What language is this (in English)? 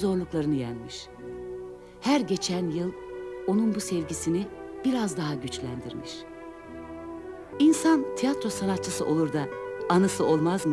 Turkish